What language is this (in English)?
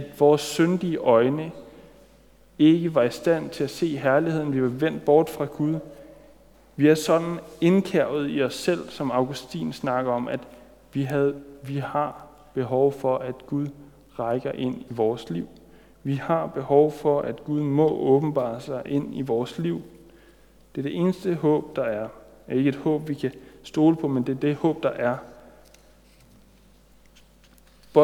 Danish